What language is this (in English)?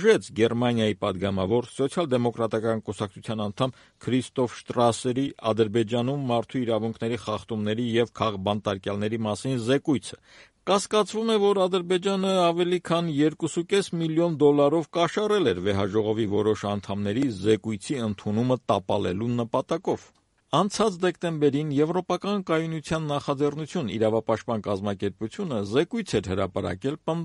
Armenian